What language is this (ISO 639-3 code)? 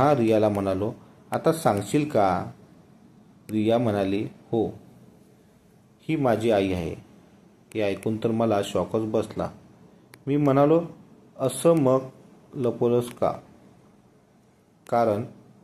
mar